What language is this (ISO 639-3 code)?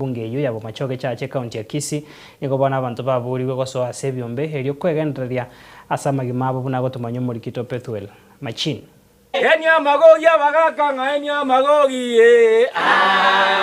guz